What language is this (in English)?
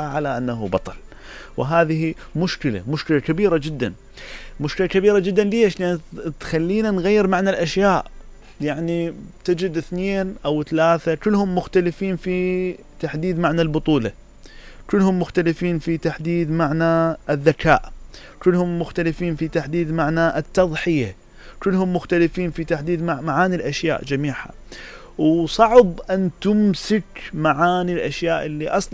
Mesopotamian Arabic